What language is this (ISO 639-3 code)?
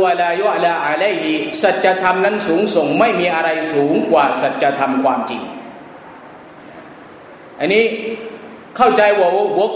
tha